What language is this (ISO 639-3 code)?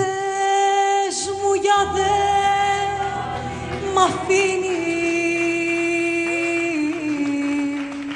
ell